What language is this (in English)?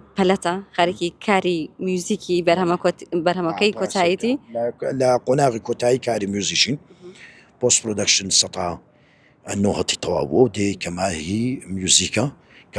Central Kurdish